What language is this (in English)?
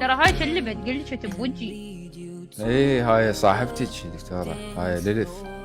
Mesopotamian Arabic